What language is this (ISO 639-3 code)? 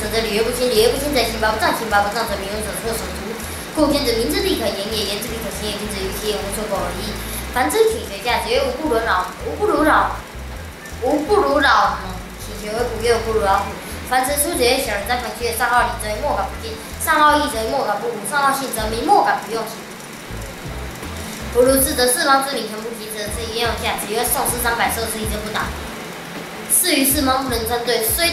lzh